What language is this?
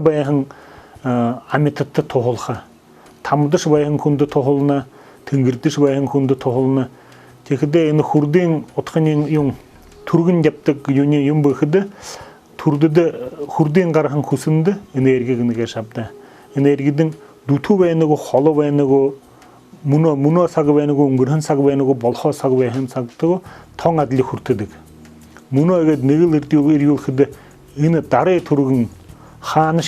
Buriat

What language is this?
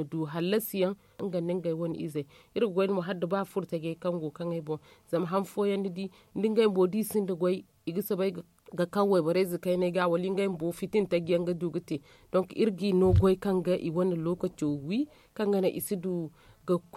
Zarma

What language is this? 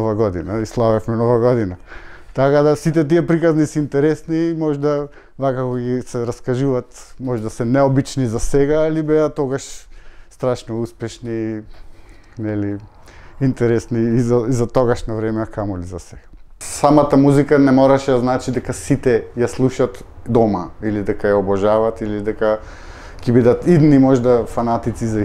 Macedonian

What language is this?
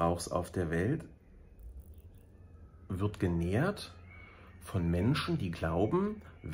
German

